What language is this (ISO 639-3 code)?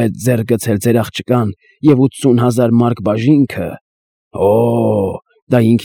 hye